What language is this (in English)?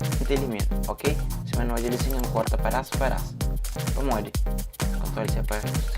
Kabuverdianu